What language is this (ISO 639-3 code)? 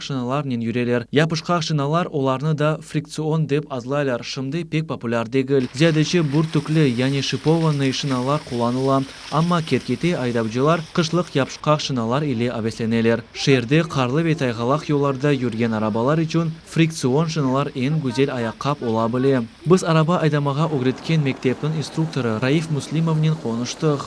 crh